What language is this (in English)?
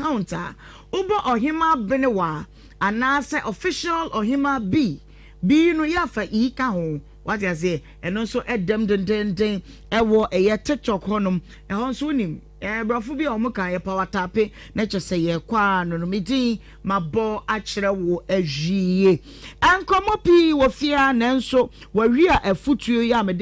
Akan